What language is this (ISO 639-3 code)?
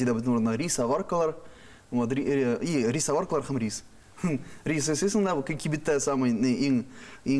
tat